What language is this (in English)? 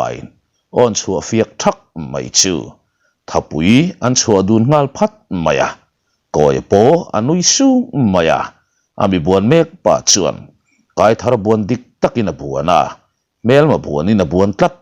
Mizo